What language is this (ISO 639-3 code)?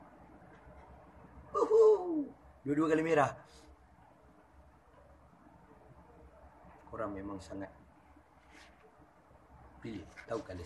msa